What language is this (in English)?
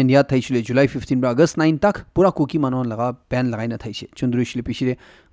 Naga Pidgin